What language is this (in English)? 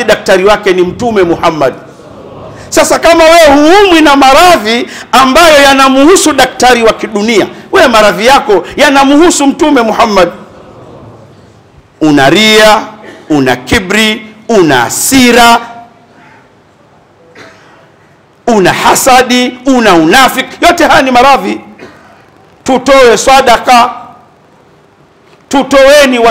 Swahili